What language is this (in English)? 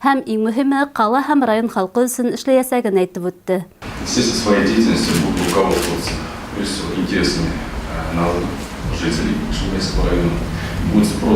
Bashkir